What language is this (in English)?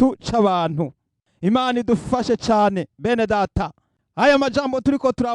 Rundi